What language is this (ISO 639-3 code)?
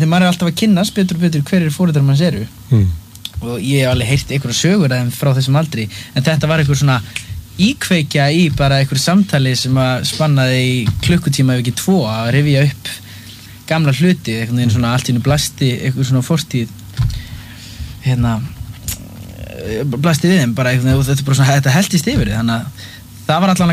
isl